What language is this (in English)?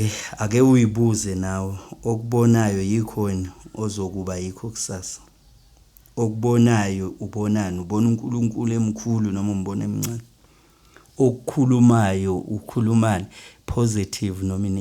Zulu